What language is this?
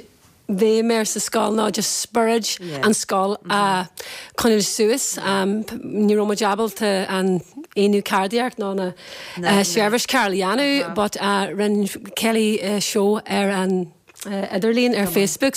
Irish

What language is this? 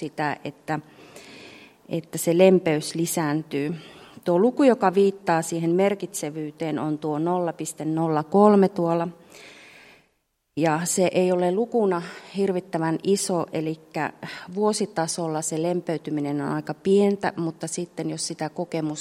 Finnish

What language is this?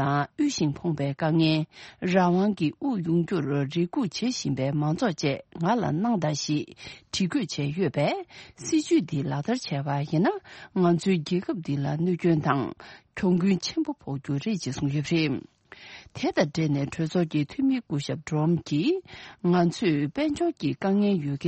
Tibetan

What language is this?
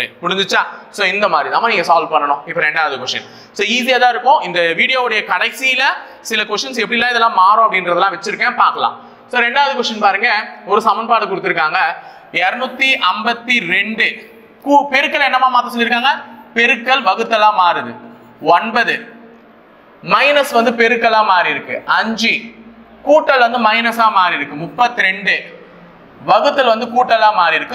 Tamil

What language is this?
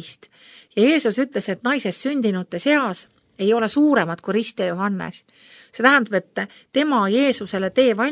Estonian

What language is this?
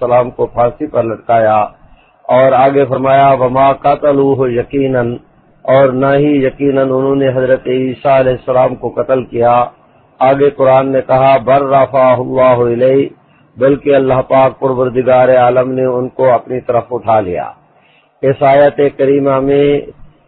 Urdu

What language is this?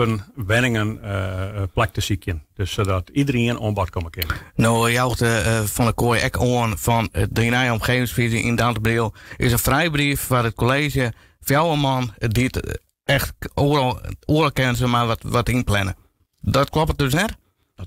Western Frisian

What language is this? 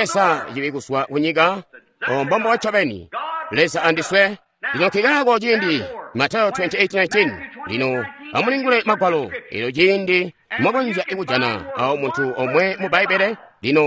Tonga (Zambia)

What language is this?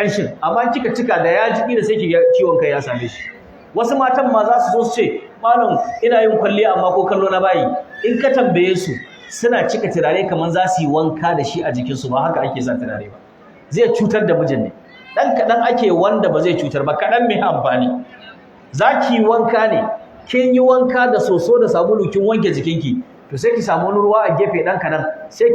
Hausa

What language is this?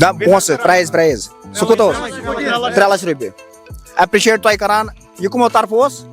Kashmiri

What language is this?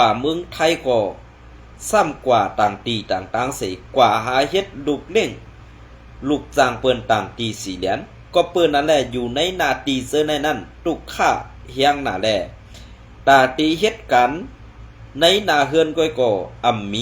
Shan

